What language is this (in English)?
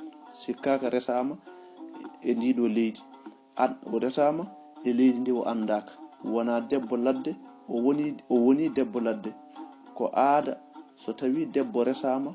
Fula